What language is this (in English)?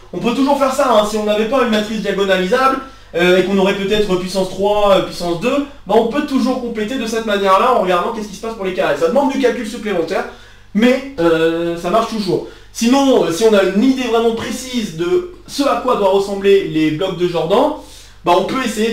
French